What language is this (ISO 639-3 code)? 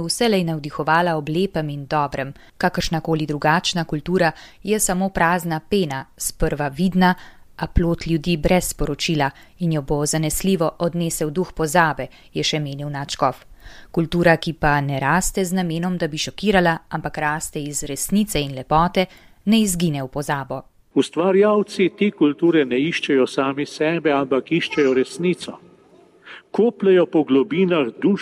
slv